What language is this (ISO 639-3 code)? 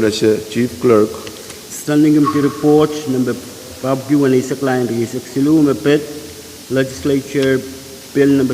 pon